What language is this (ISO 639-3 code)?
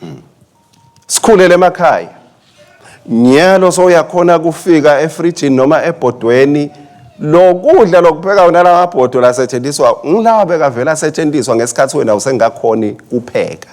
ssw